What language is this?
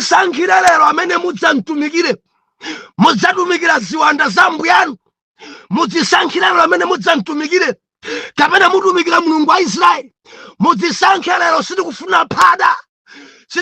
Nyanja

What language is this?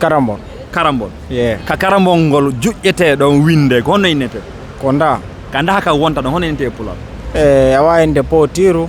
Fula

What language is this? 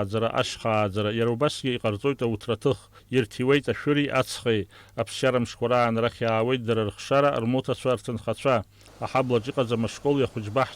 Abkhazian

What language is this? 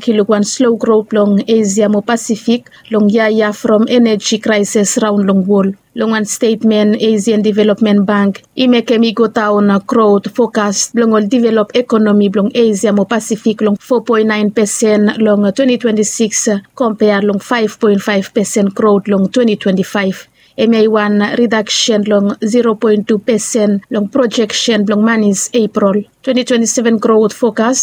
Bislama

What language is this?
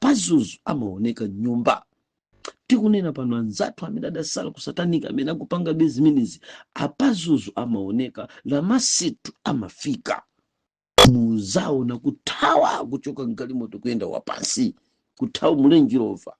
Nyanja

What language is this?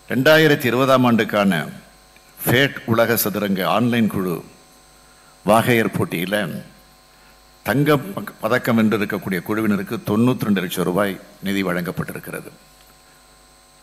Tamil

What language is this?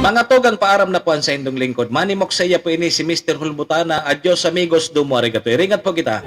Bikol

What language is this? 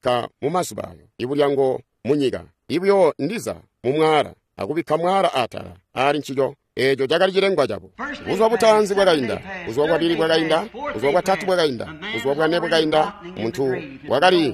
Tonga (Zambia)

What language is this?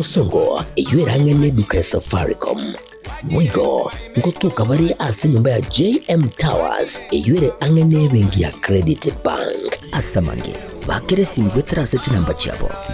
Gusii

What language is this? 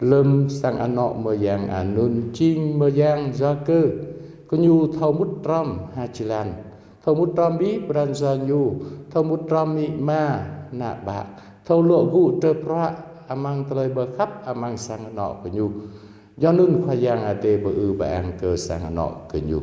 Jarai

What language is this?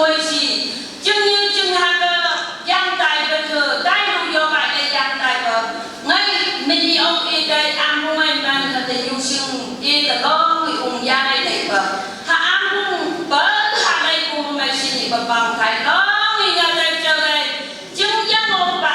Phom Naga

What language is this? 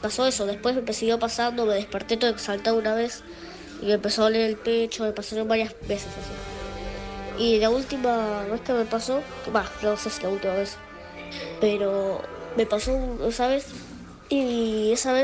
Spanish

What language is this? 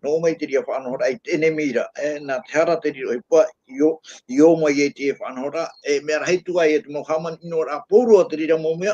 Tahitian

